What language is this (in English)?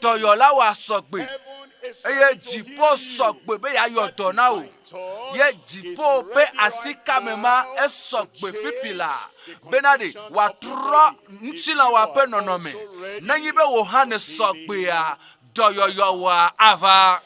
Ewe